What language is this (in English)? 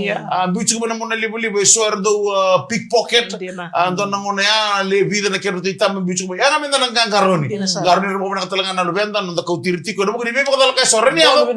Fijian